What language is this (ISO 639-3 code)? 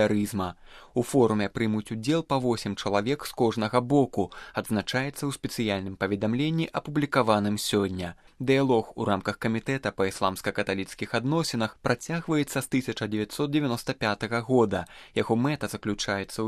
bel